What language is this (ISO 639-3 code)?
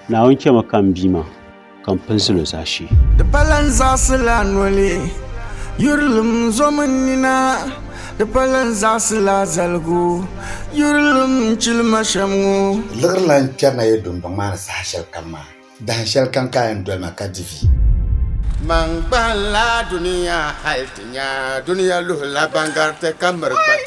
dag